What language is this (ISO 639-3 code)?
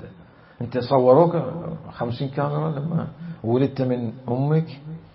acm